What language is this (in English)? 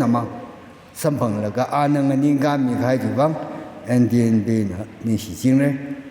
Tangkhul Naga (India)